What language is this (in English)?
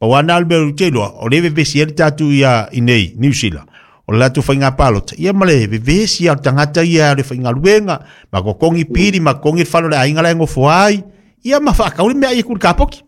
Samoan